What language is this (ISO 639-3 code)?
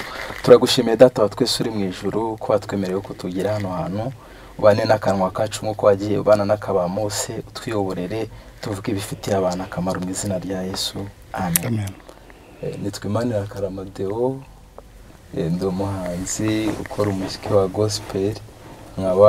kin